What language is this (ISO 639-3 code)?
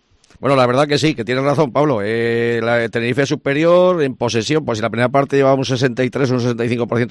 spa